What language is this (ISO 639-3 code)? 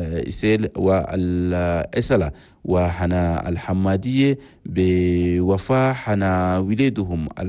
shu